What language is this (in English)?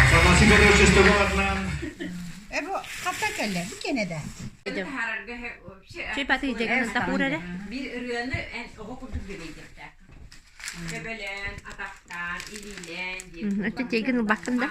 Yakut